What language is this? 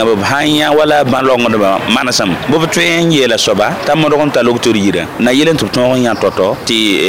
Mossi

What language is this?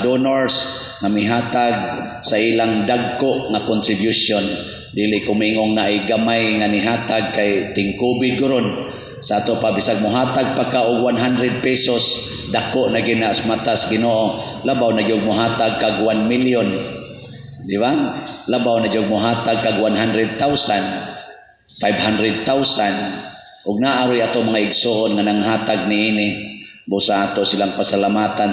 Cebuano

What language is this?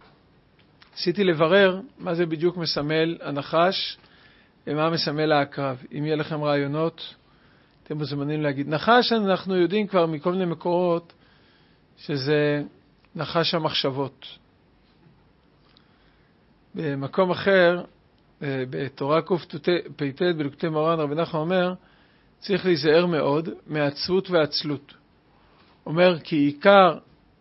Hebrew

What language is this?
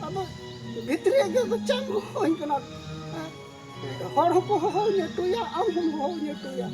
Santali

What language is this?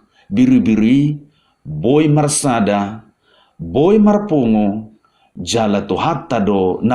Batak Toba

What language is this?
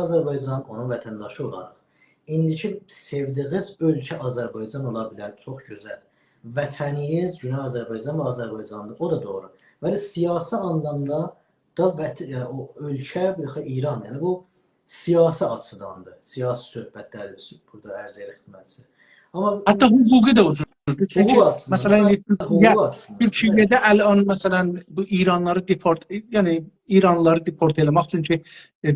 South Azerbaijani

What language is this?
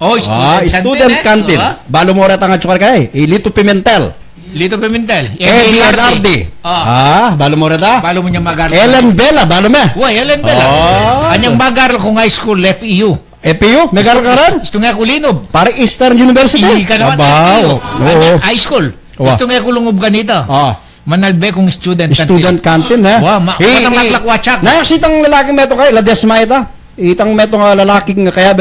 Pampanga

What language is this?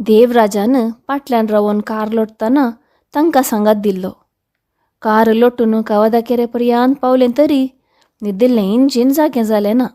Konkani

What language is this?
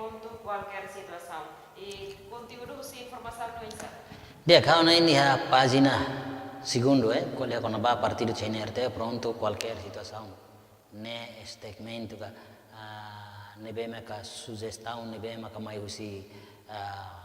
Tetum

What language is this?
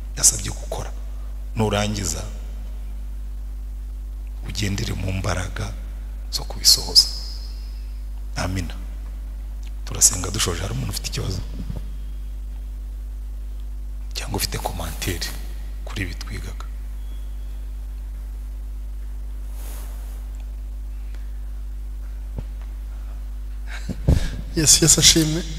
Kinyarwanda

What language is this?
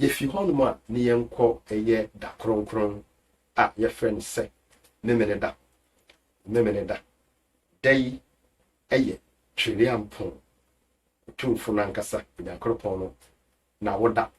Akan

